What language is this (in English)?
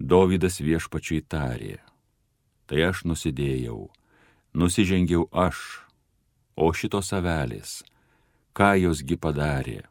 Lithuanian